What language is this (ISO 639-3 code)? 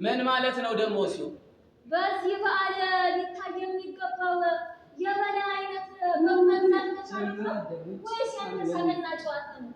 amh